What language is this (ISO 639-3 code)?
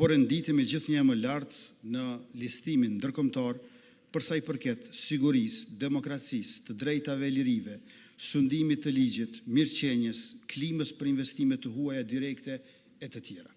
sqi